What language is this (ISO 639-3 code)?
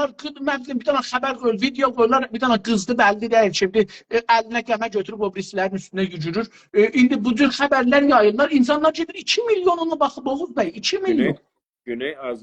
azb